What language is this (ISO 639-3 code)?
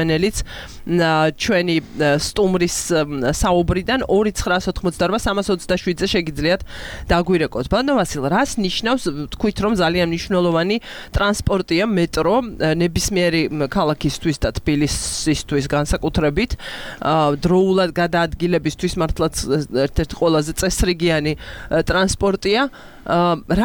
kat